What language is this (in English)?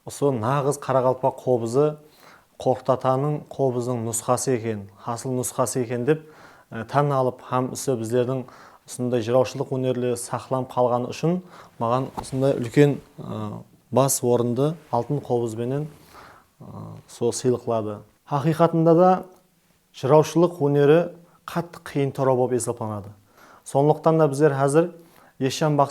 Kara-Kalpak